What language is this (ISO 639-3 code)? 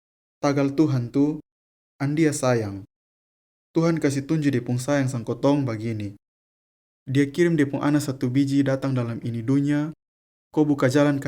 mkn